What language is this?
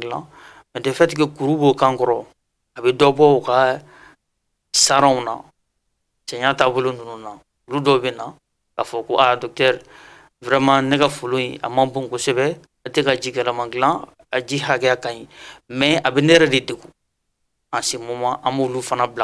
Bambara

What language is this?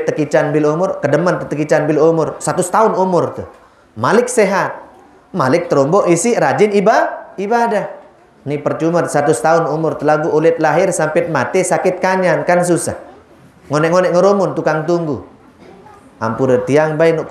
Sasak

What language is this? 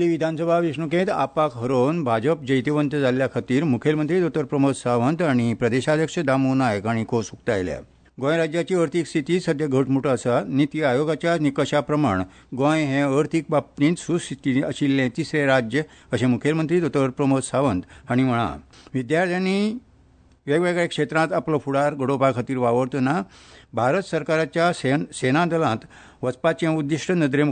Konkani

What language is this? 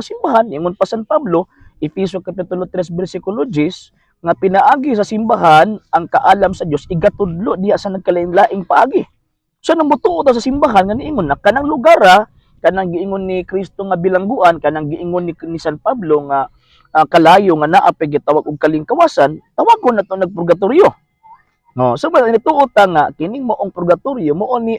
Cebuano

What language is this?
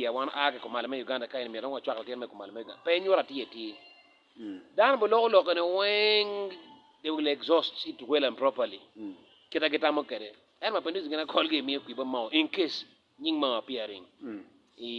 Acoli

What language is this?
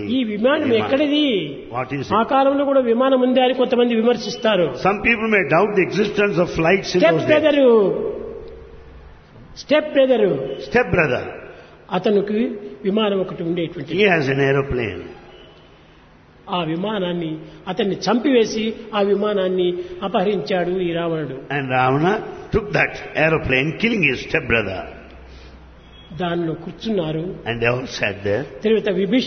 Telugu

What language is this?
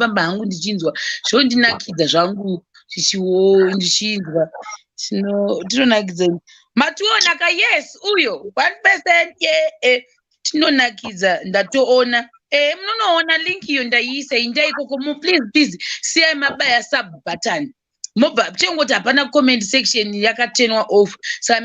Shona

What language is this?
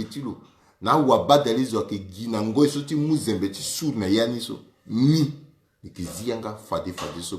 Sango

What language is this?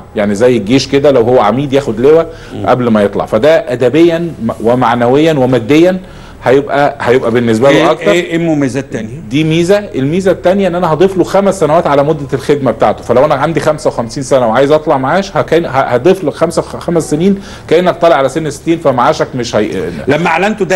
Egyptian Arabic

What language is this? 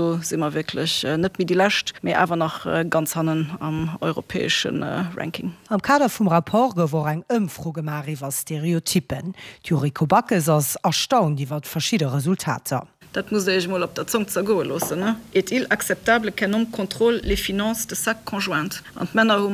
Luxembourgish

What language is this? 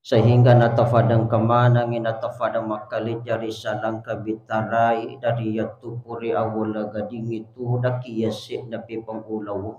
Buginese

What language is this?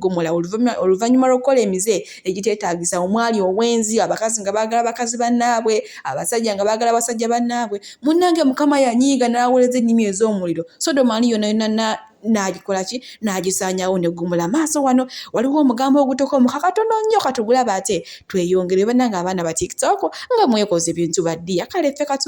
Ganda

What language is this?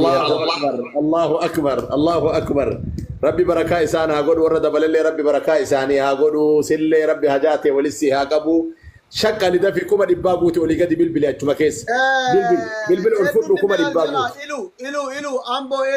Oromo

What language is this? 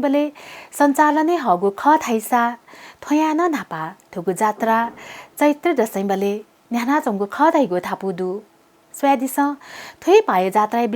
Newari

